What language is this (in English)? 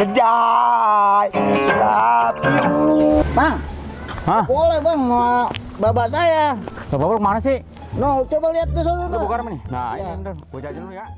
Betawi